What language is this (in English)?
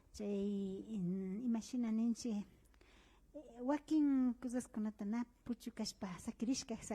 Imbabura Highland Quichua